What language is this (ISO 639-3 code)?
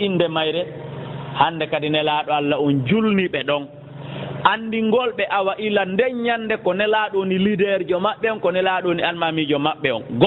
ful